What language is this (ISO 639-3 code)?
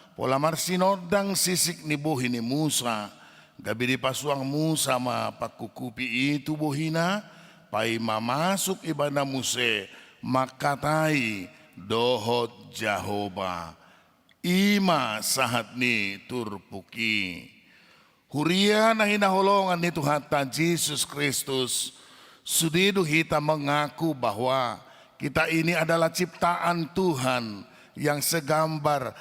bbc